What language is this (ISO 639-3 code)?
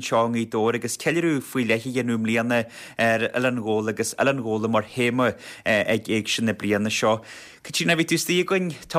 gle